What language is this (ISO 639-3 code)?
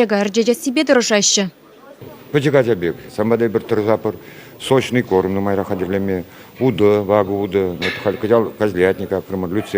chv